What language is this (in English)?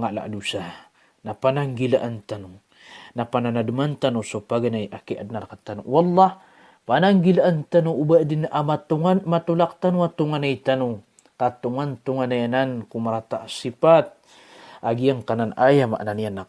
Maranao